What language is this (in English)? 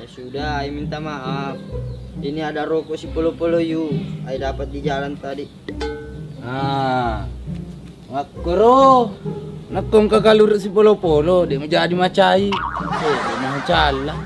Buginese